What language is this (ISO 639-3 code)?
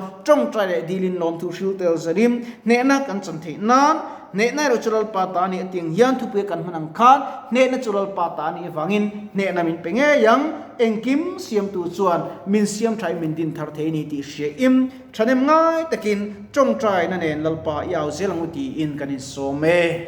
lus